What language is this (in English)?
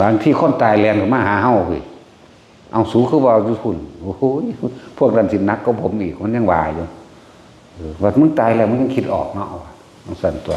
Northeastern Thai